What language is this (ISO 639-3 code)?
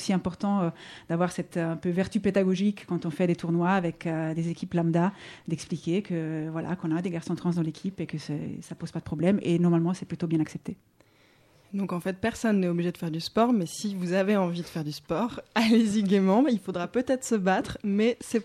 fra